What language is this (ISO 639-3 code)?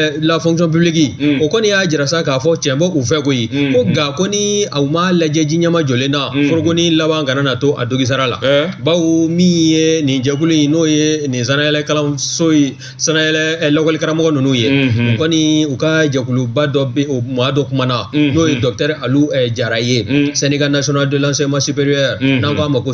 bam